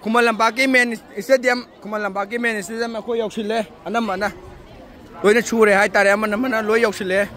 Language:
Manipuri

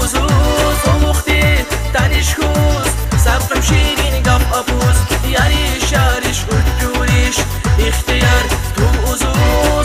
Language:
Tabassaran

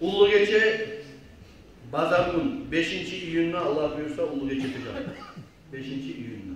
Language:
Kumyk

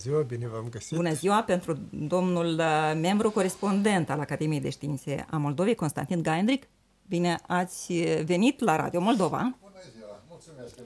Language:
Romanian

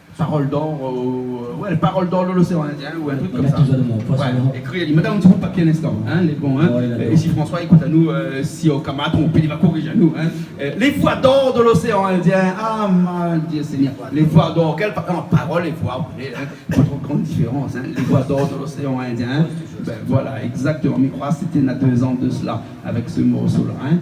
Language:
Réunion Creole French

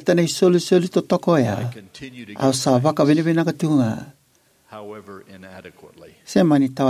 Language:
Fijian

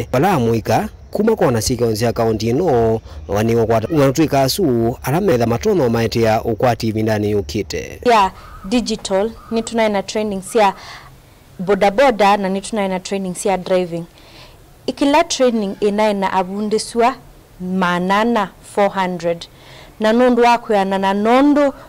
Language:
Kamba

